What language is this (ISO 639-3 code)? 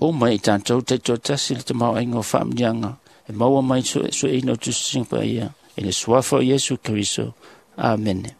smo